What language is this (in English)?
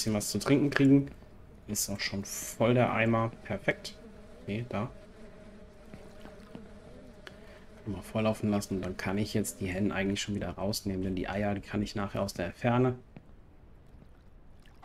German